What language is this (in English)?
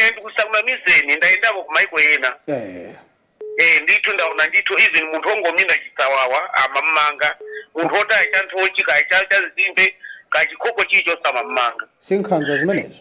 Nyanja